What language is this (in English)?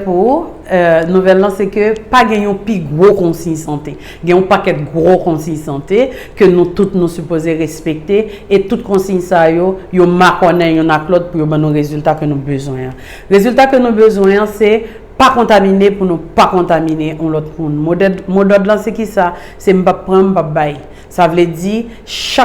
Haitian Creole